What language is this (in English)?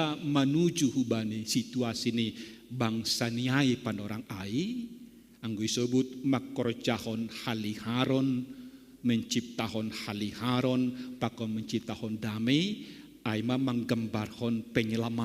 Batak Simalungun